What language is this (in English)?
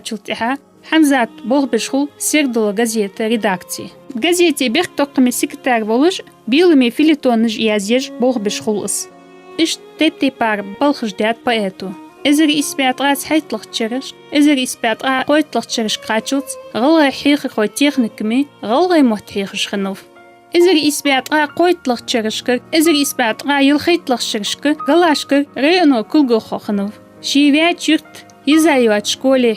Ingush